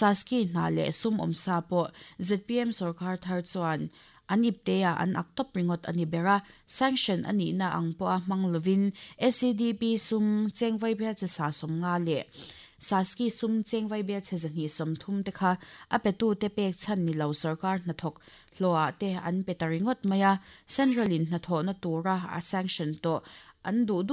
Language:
Mizo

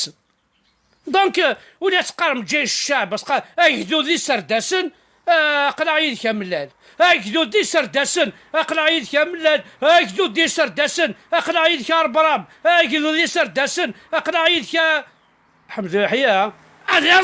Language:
Kabyle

